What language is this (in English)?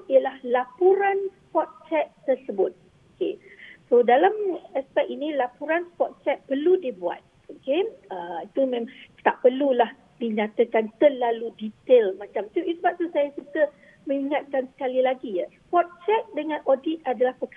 Malay